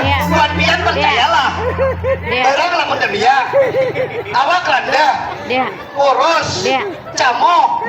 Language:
Banjar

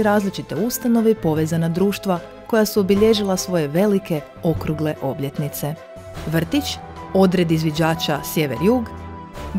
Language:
Croatian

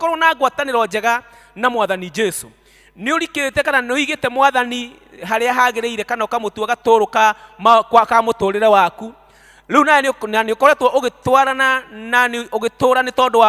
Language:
Kikuyu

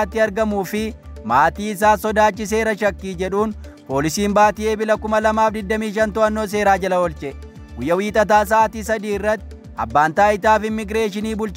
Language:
Oromo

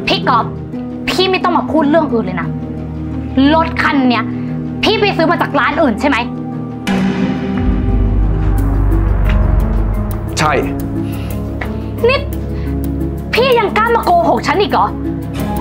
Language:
Thai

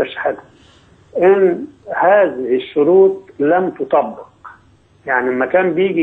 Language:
Egyptian Arabic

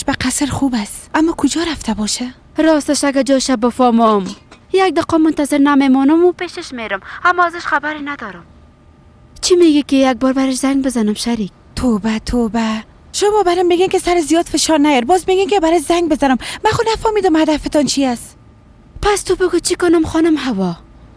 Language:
Persian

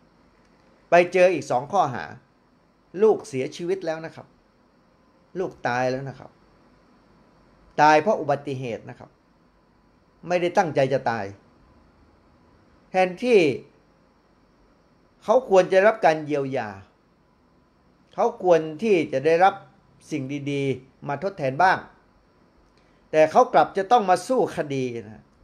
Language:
Thai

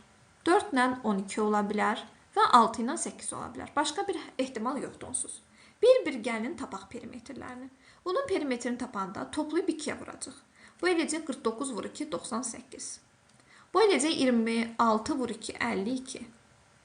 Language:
Azerbaijani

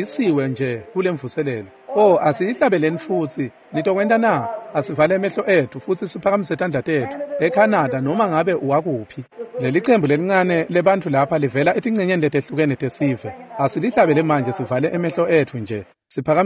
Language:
Swati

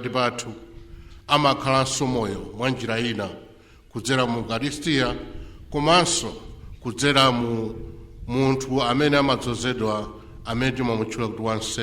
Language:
Nyanja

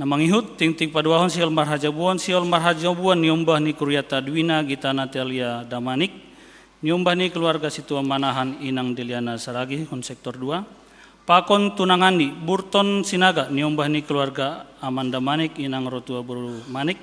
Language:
Batak Simalungun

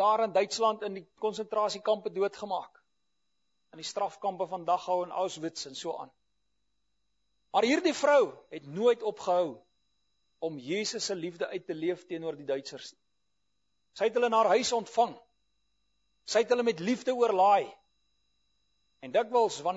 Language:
Afrikaans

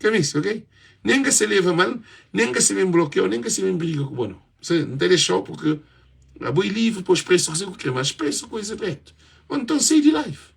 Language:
Kabuverdianu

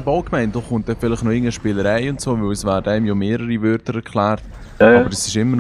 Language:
Swiss German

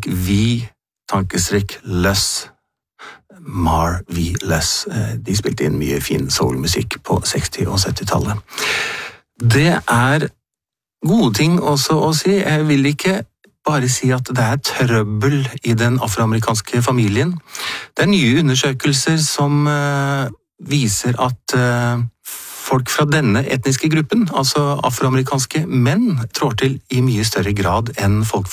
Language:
Norwegian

